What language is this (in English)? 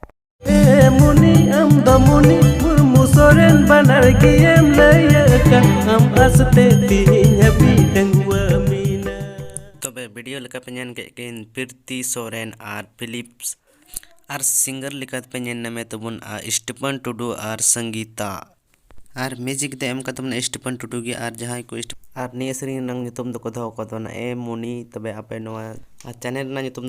Santali